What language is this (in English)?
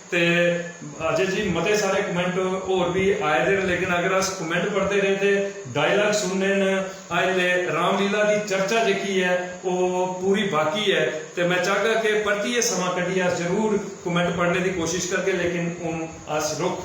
Dogri